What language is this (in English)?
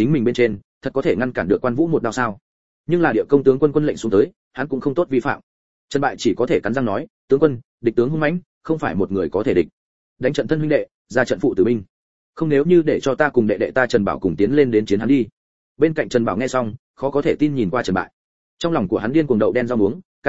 Vietnamese